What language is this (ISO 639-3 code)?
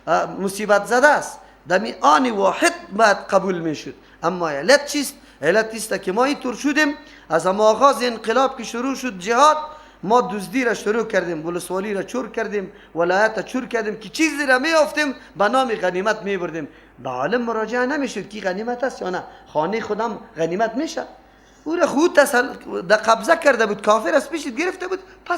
fas